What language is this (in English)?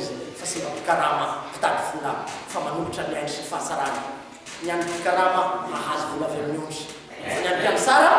Malagasy